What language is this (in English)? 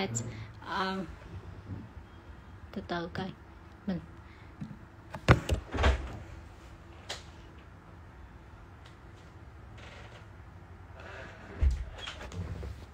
Vietnamese